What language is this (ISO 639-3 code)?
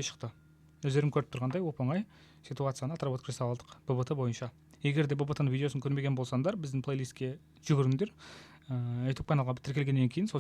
kaz